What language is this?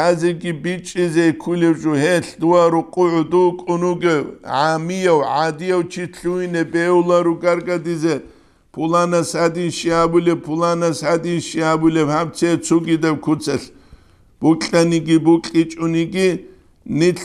Avaric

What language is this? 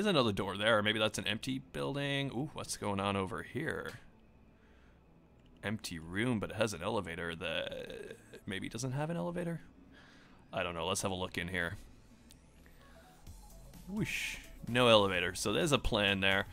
English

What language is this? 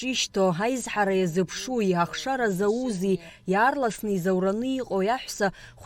Abkhazian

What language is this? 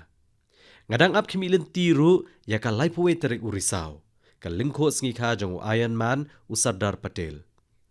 Khasi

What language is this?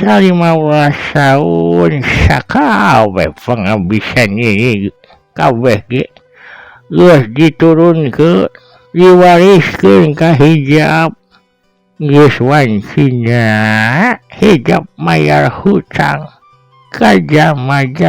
Sundanese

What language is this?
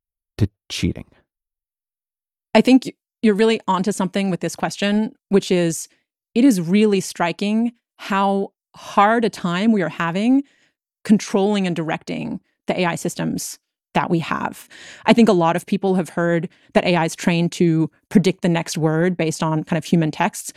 English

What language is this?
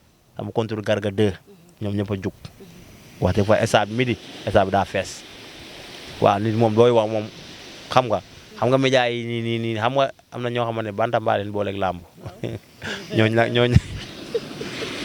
Wolof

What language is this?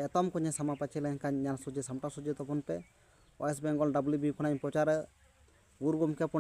Santali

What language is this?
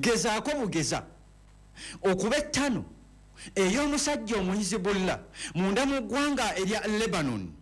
Ganda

